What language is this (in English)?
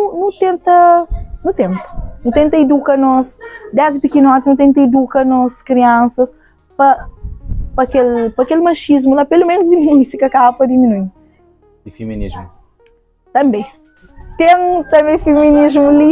Kabuverdianu